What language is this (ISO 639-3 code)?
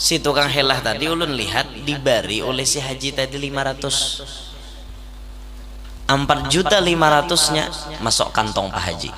bjn